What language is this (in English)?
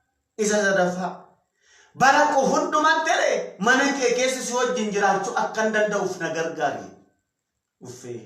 Oromo